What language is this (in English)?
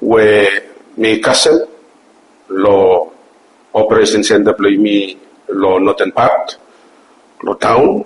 Bislama